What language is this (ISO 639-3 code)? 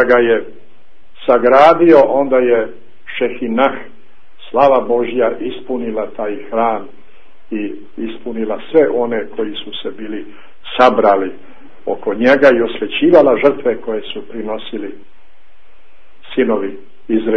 hrv